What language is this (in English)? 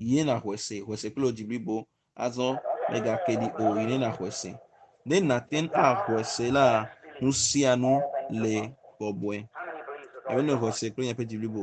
Ewe